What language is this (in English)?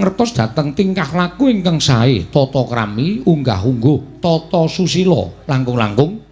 Javanese